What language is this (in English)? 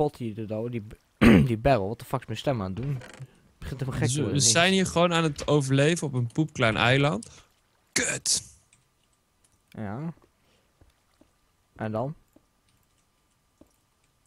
Dutch